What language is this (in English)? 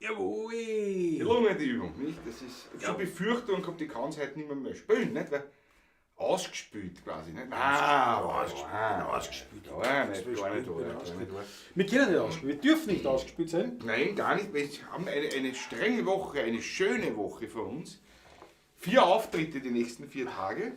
Bavarian